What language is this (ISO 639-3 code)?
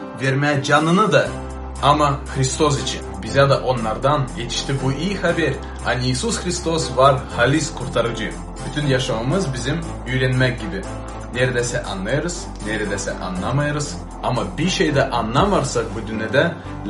gag